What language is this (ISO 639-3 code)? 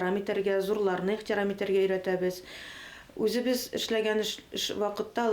bak